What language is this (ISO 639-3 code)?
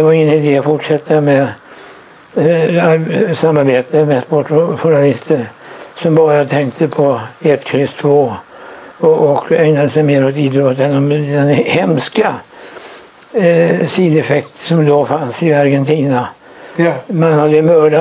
swe